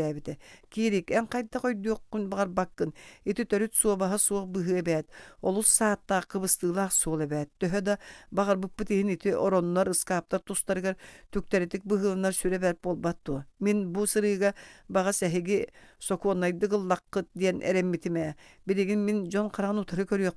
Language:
Yakut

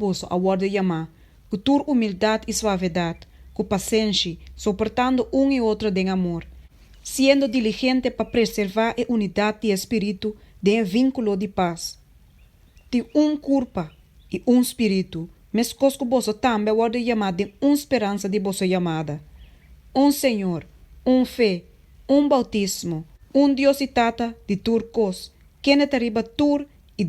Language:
Papiamento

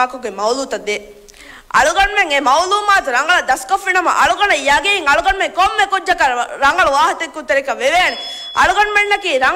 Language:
Divehi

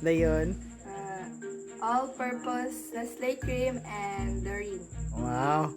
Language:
Cebuano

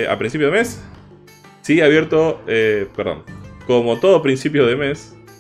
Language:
Spanish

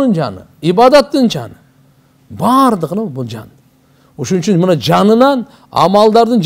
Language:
Kyrgyz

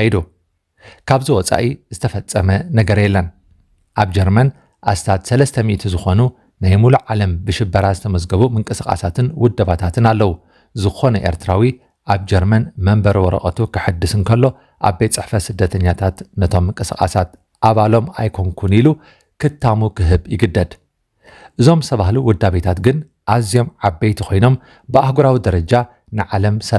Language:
Tigrinya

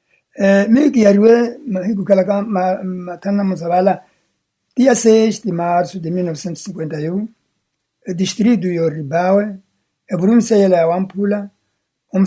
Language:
Makhuwa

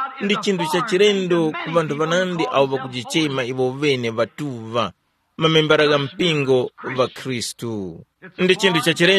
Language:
Tumbuka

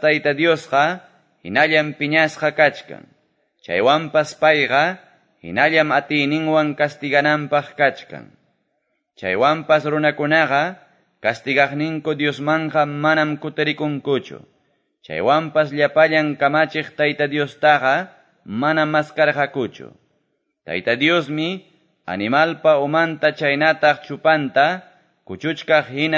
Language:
Quechua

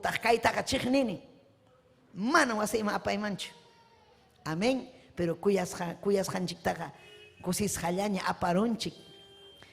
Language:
Ayacucho Quechua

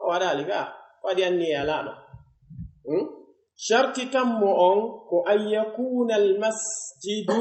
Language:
Pular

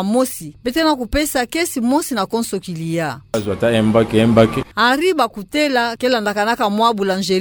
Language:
Kituba (Democratic Republic of Congo)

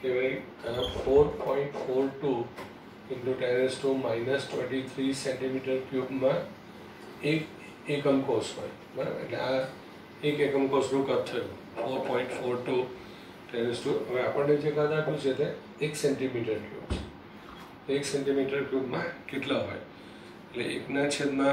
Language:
Gujarati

